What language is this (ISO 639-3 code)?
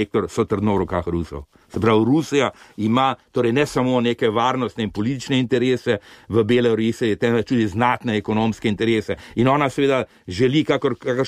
slv